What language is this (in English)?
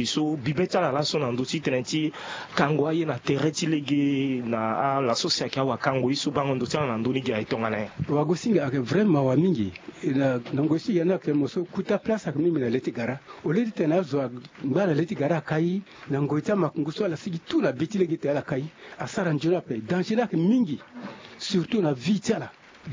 Sango